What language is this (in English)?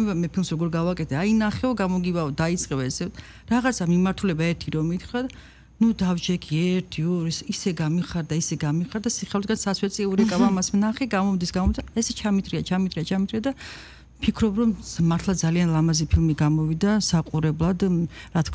Georgian